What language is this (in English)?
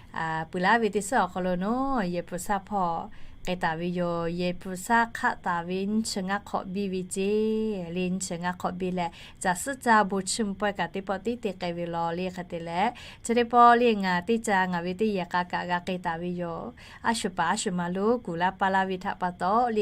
Lahu